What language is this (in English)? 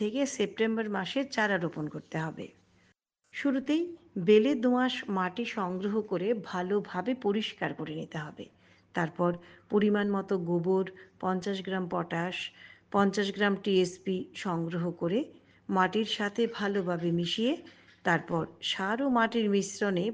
Bangla